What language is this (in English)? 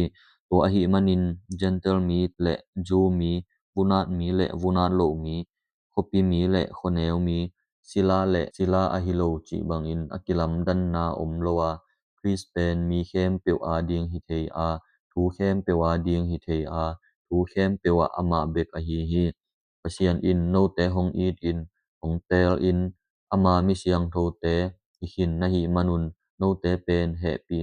Tedim Chin